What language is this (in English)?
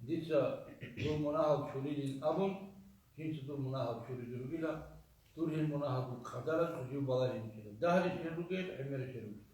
Avaric